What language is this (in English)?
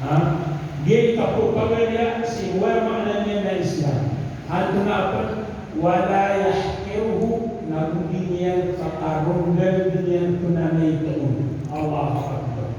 Maranao